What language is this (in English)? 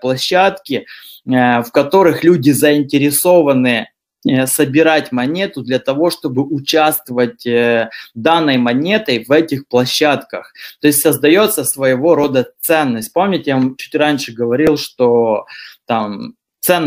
Russian